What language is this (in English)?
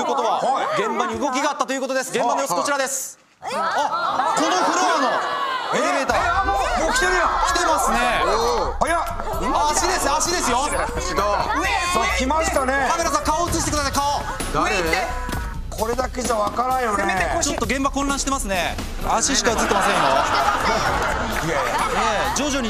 Japanese